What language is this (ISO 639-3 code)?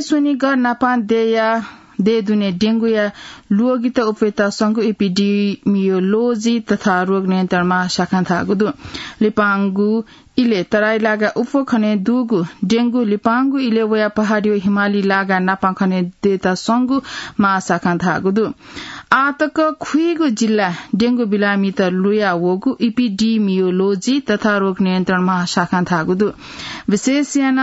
new